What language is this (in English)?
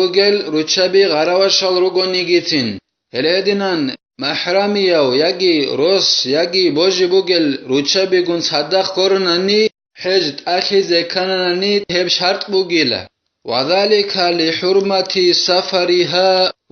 Avaric